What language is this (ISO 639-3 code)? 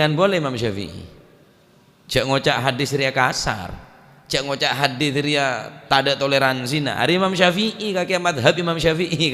mad